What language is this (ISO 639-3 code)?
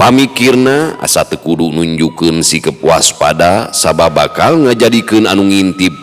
sun